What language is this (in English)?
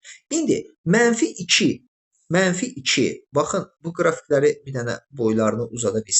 Azerbaijani